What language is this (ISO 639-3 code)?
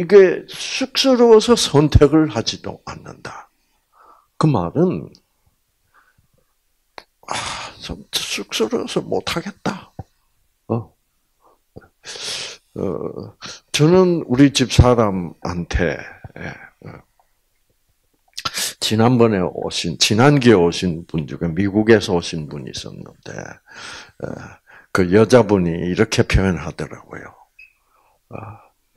kor